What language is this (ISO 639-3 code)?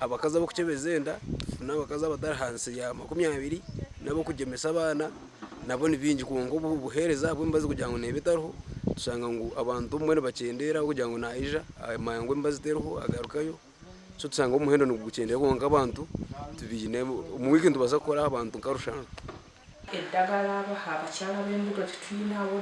nyn